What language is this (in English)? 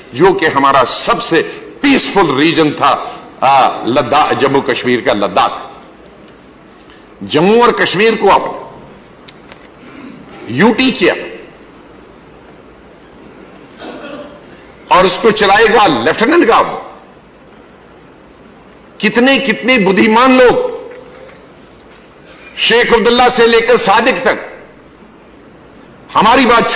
Urdu